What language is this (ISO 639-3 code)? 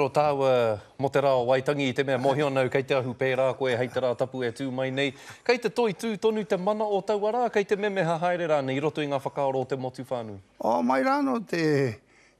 mri